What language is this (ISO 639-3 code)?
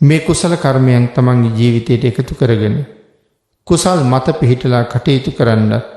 sin